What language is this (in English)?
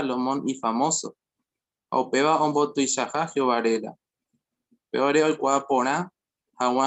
Guarani